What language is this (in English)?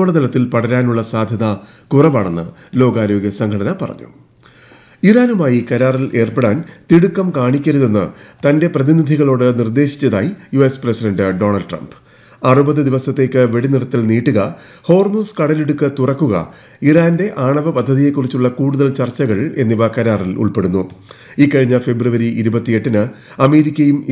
Malayalam